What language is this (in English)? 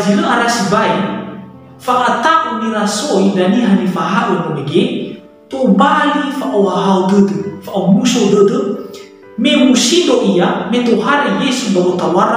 Nias